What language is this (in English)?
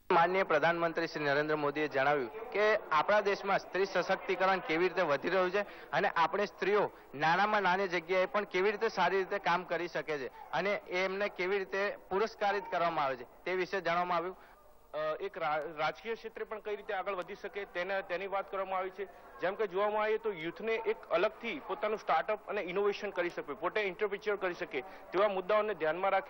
Gujarati